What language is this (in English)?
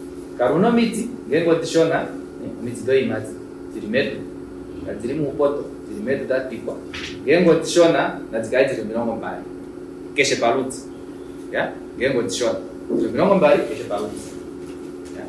Kuanyama